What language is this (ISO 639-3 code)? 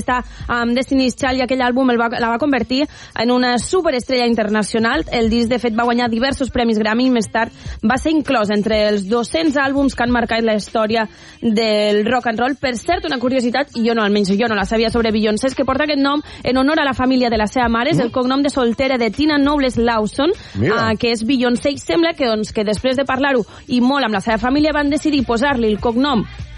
cat